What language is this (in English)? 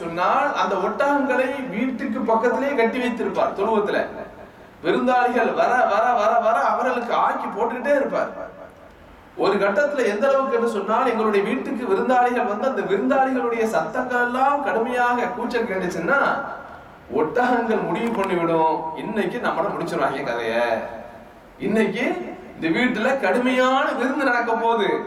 Tamil